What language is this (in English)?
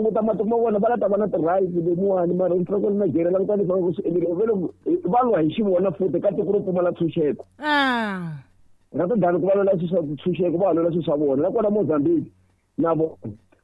Tsonga